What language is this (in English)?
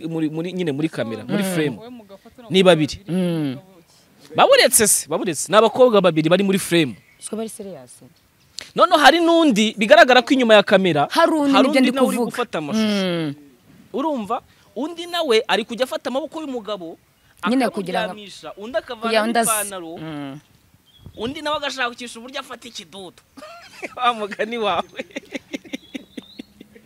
Kinyarwanda